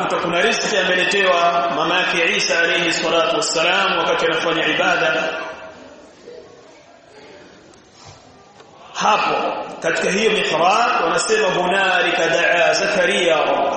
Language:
Swahili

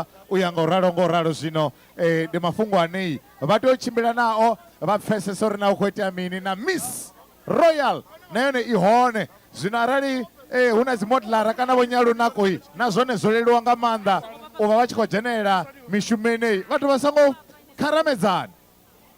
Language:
Venda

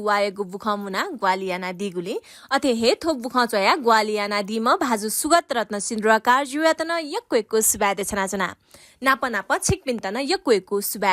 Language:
Newari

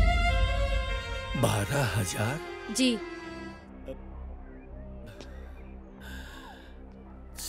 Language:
Bhojpuri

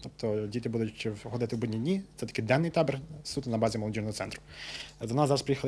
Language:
Ukrainian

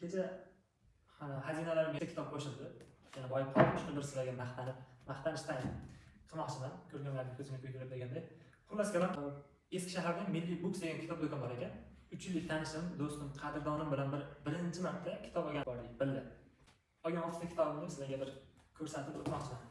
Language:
Uzbek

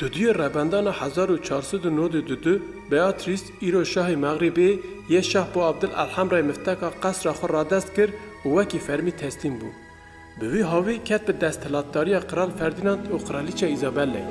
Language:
Kurdish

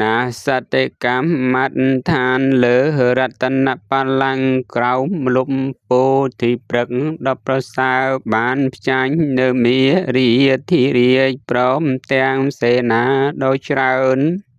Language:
Khmer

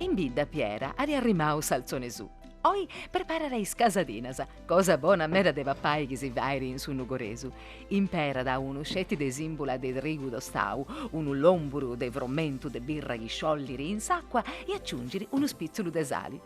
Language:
Sardinian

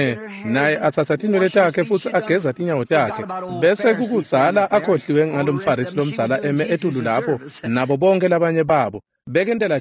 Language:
Swati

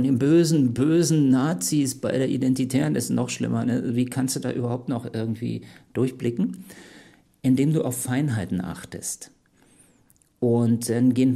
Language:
German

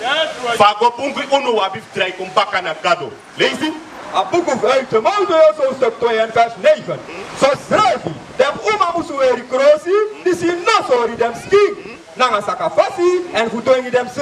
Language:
Sranan Tongo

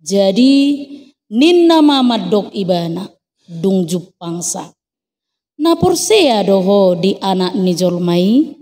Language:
Batak Toba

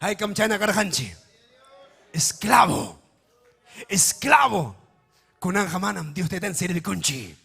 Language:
Ayacucho Quechua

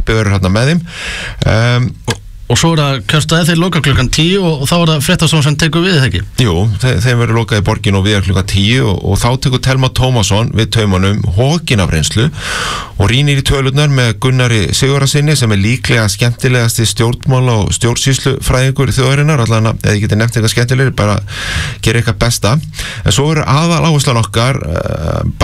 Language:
Icelandic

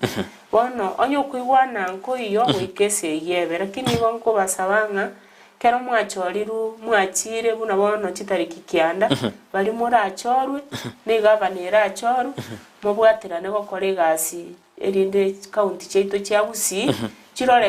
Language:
Gusii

